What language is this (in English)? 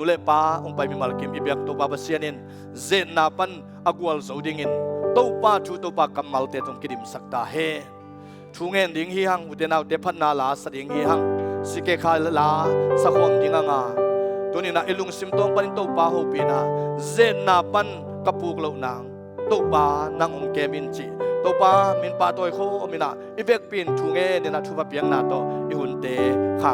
Tedim Chin